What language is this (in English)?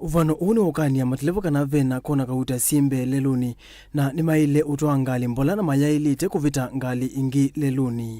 Kamba